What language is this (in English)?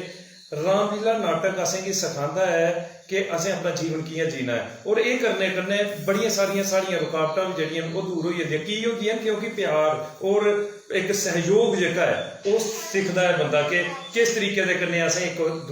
Dogri